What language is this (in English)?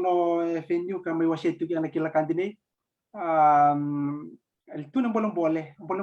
Fijian